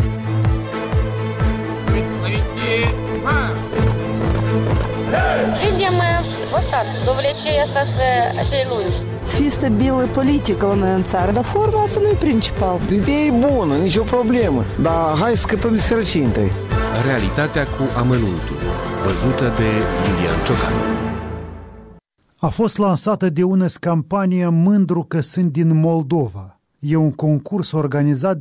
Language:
Romanian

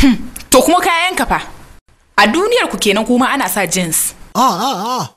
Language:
Hausa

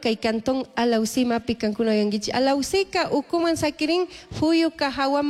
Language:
Chimborazo Highland Quichua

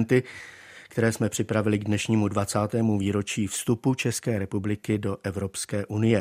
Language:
Czech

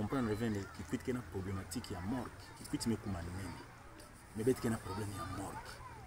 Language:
Kituba (Democratic Republic of Congo)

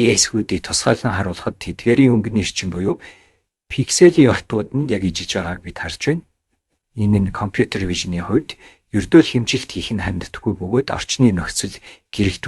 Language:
Mongolian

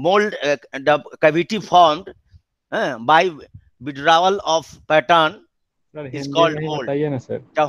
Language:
Hindi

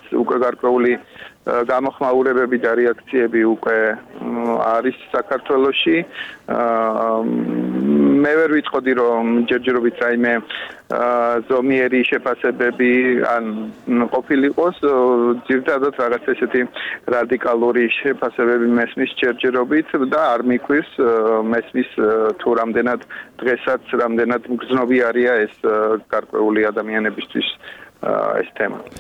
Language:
Georgian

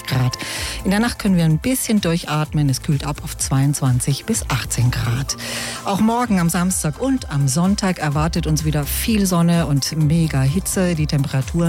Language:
German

